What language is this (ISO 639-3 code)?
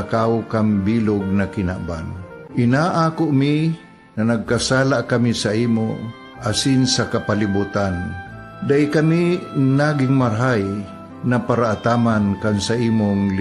bik